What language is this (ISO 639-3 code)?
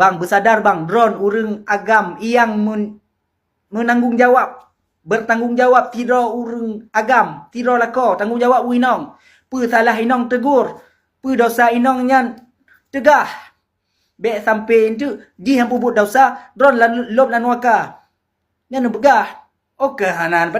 ace